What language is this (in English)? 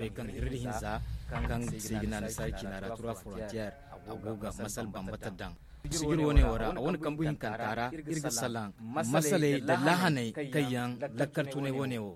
Zarma